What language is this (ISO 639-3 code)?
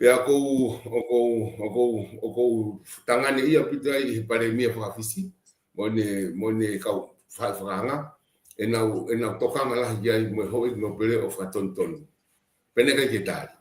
ton